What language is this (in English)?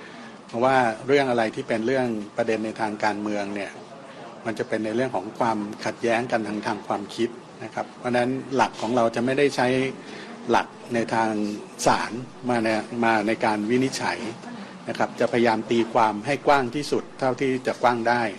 Thai